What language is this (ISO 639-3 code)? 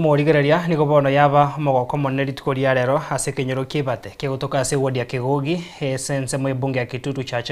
guz